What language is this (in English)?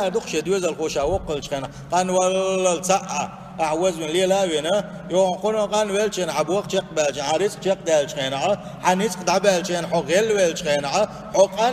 Chechen